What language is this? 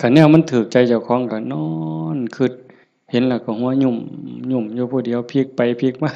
Northeastern Thai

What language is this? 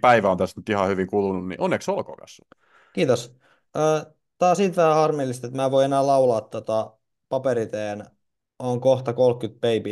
Finnish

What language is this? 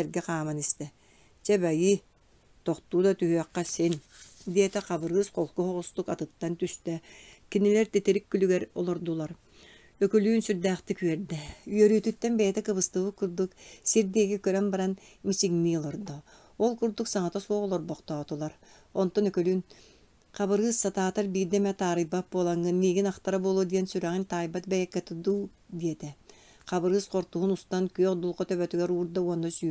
Yakut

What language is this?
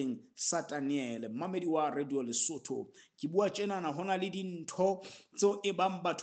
Southern Sotho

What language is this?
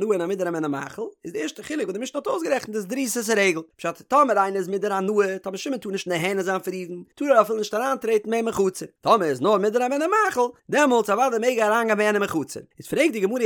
Yiddish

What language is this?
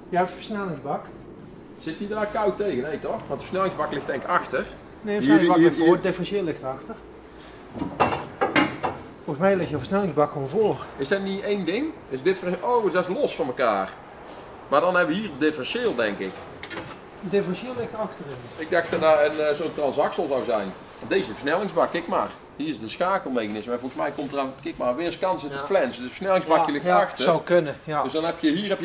Dutch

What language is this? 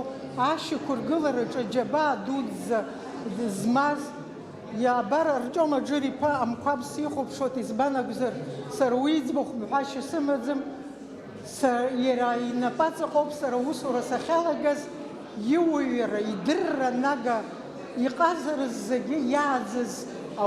Abkhazian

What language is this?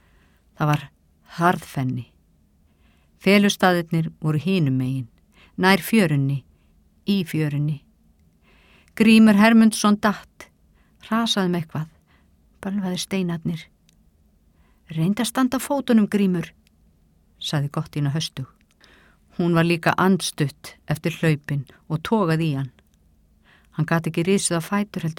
Icelandic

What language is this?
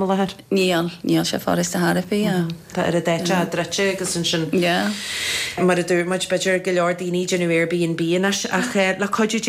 Irish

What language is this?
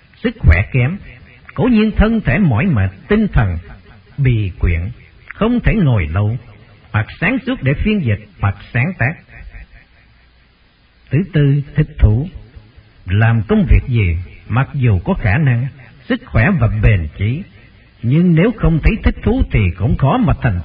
Vietnamese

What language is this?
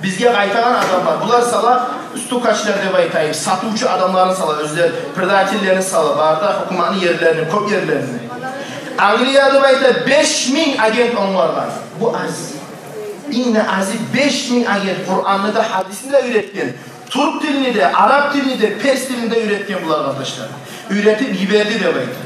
Kumyk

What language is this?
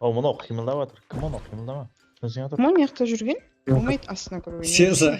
Kara-Kalpak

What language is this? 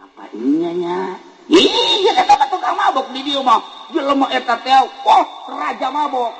Sundanese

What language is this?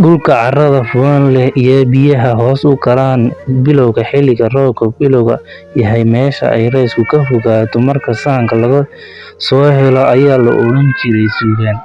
Somali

